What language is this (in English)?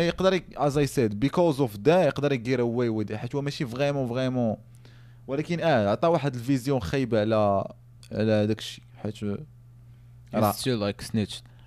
Moroccan Arabic